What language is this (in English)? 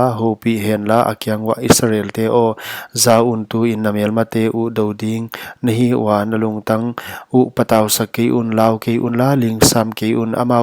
Paite Chin